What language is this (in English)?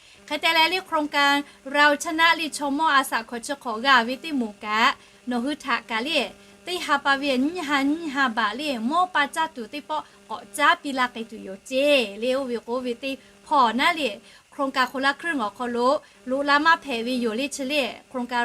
Lahu